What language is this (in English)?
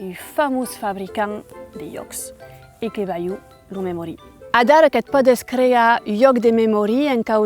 Occitan